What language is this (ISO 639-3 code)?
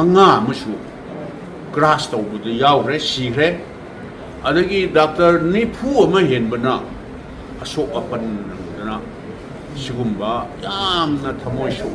mni